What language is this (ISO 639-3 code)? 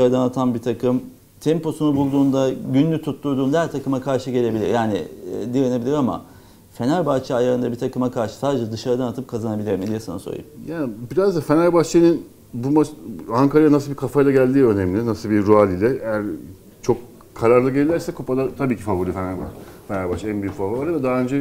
tur